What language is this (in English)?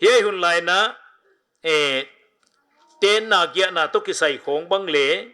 Paite Chin